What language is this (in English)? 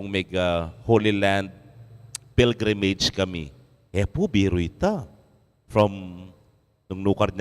Pampanga